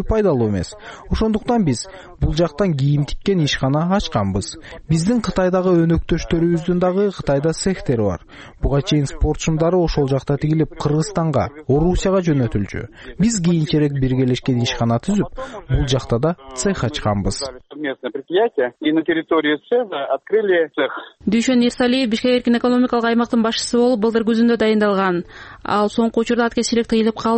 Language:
Kyrgyz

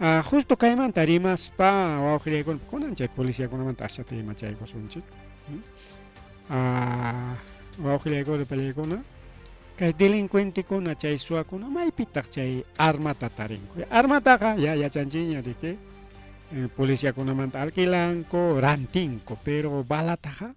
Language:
Ayacucho Quechua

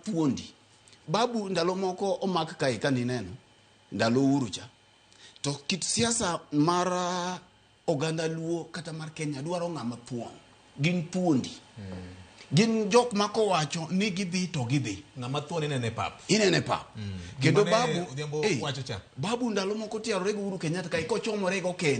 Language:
Luo (Kenya and Tanzania)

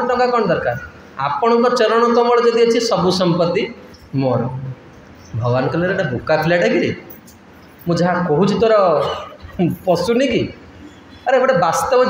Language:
Odia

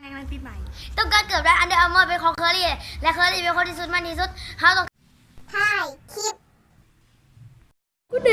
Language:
Lao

